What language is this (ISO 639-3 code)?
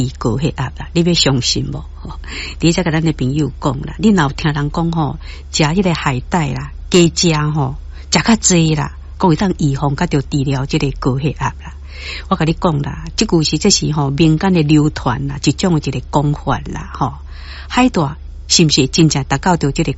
nan